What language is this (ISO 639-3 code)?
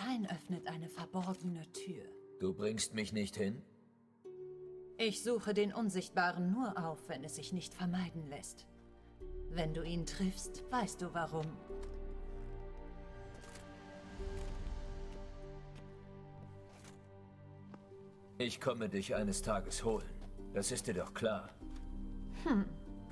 deu